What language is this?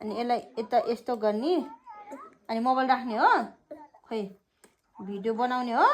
Nepali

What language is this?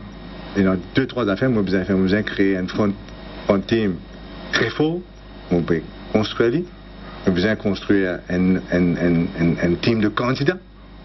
Morisyen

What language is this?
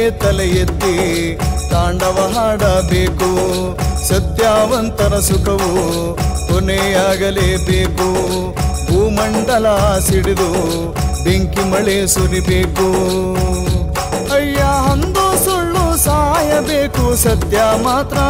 Kannada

